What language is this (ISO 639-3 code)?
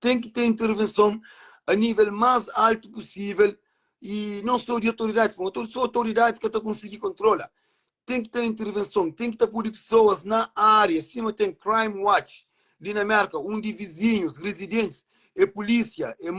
kea